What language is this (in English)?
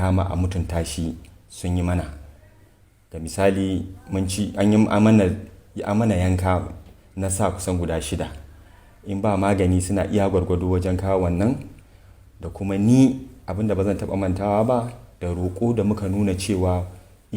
Hausa